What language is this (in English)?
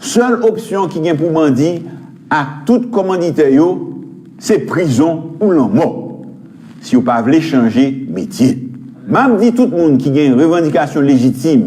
Haitian Creole